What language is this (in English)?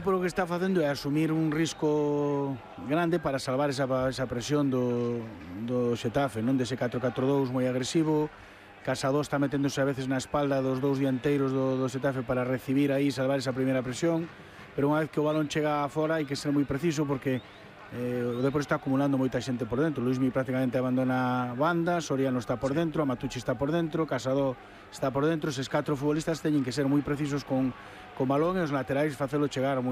Galician